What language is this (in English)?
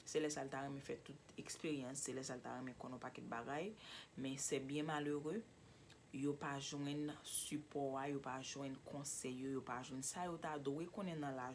Haitian Creole